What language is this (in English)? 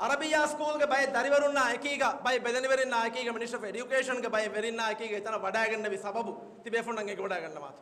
Divehi